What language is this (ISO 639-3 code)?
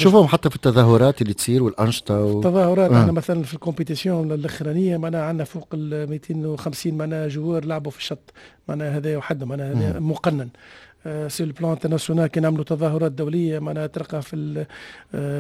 aeb